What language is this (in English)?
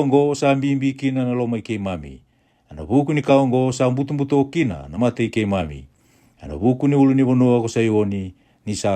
Fijian